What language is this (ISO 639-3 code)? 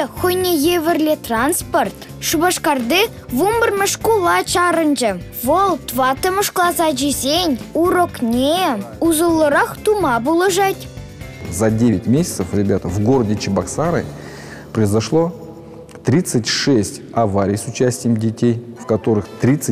chv